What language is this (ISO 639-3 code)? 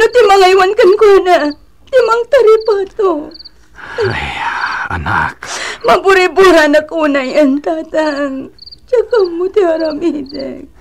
ilo